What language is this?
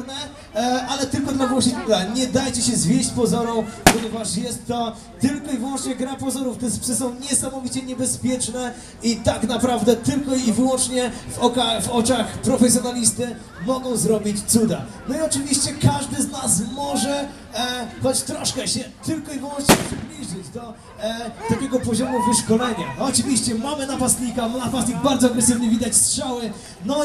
Polish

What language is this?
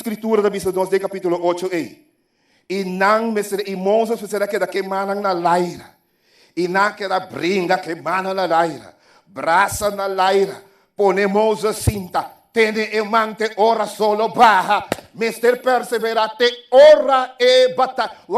Papiamento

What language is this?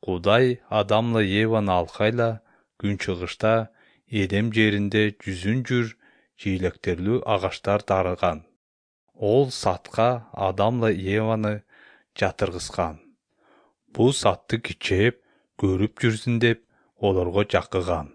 Kyrgyz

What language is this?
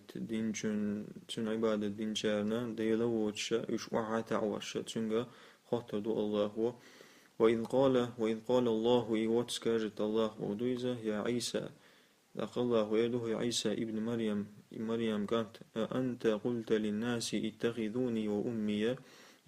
Chechen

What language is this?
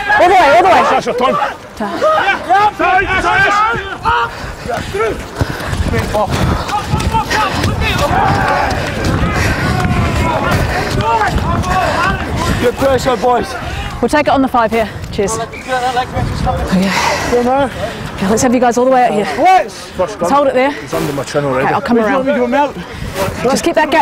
English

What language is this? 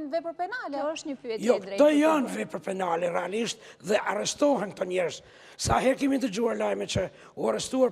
Albanian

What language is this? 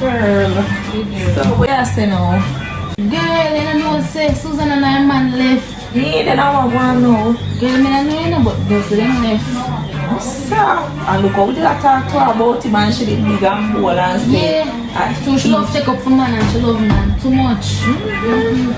Jamaican Creole English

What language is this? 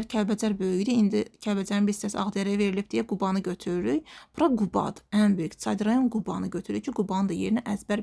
Azerbaijani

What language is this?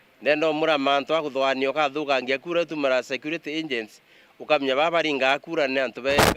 Meru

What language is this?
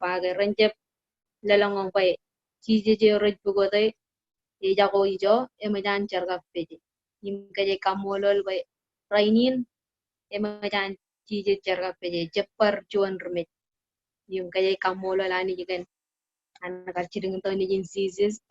Marshallese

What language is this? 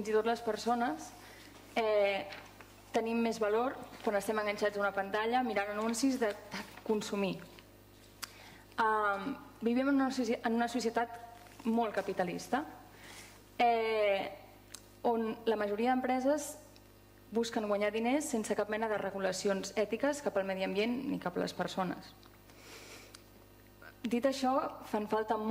Catalan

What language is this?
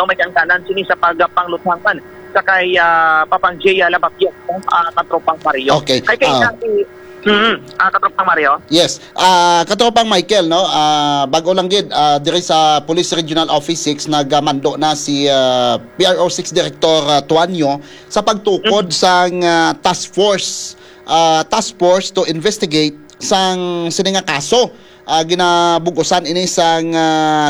Hiligaynon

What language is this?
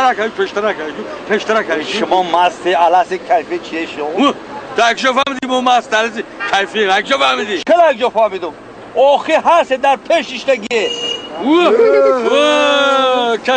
Tajik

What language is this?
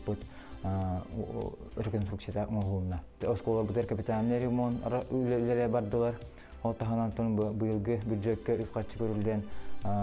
Yakut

